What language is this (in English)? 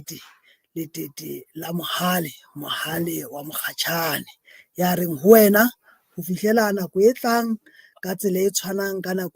Southern Sotho